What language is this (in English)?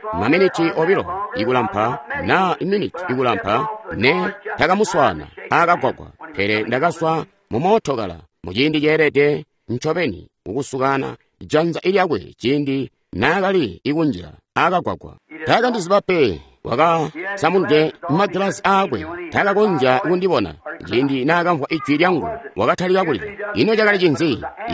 Tonga (Zambia)